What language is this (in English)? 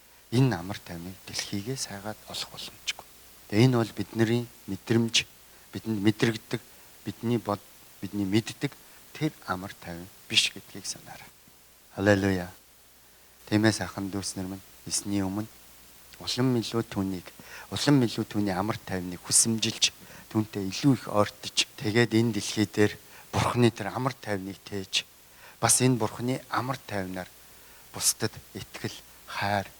Mongolian